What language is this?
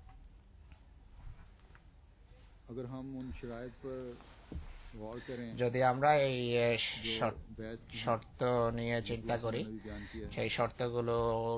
Bangla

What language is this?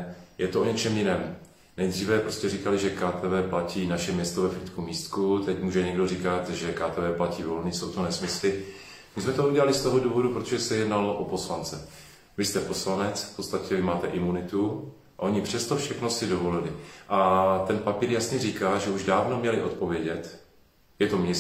Czech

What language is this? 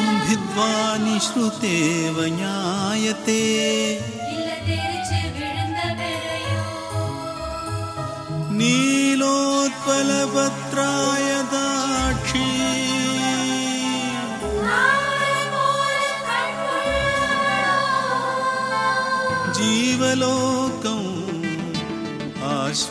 Tamil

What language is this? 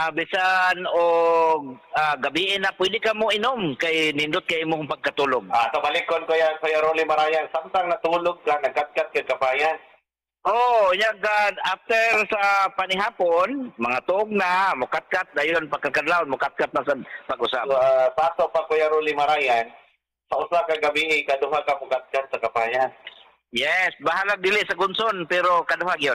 Cebuano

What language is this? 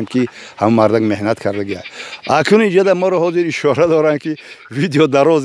Tajik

